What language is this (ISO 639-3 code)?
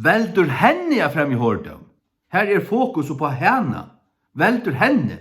fao